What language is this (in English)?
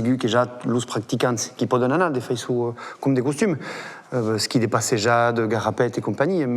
Occitan